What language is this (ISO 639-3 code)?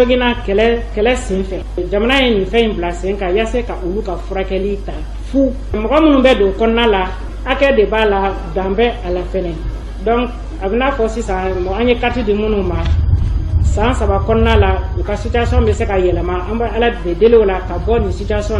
bam